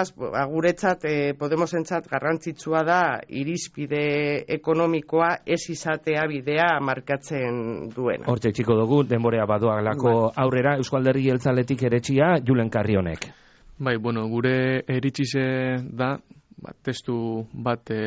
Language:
Basque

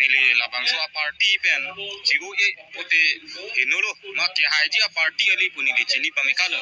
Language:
Karbi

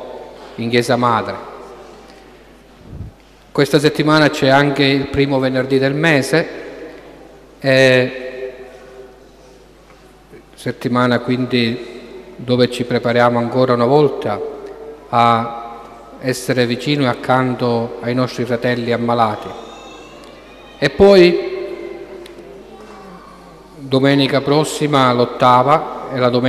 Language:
Italian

